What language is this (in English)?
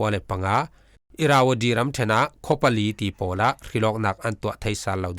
Falam Chin